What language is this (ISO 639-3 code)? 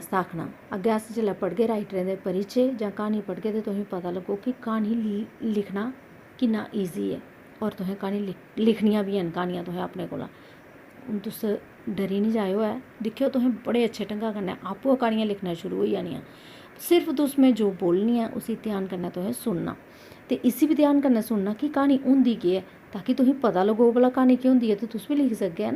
doi